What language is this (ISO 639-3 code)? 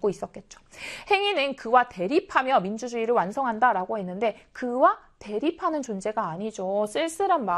kor